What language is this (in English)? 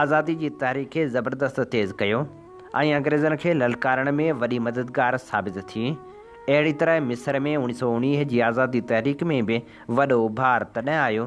Sindhi